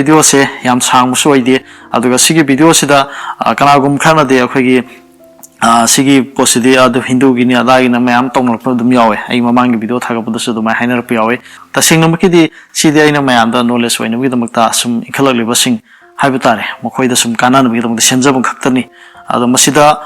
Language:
Manipuri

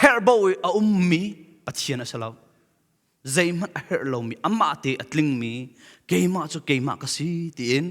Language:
Hakha Chin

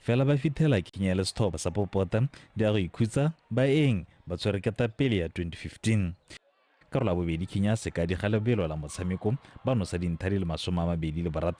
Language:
Tswana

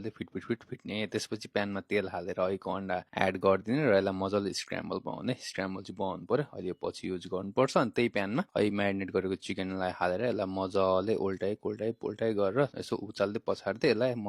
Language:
Nepali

